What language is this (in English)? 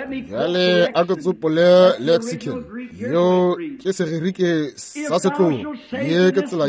Northern Sotho